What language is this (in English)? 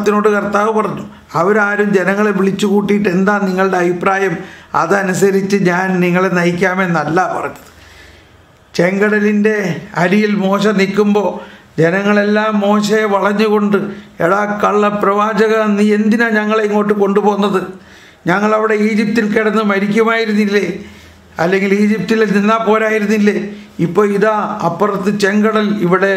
Malayalam